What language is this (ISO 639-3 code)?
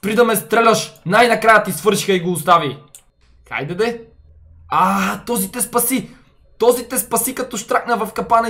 bul